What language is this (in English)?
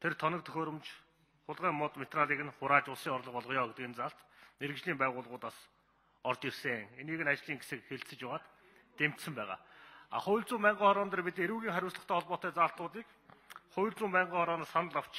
Mongolian